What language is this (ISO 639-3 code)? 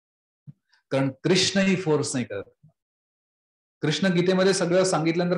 mar